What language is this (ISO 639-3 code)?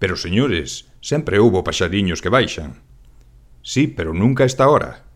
glg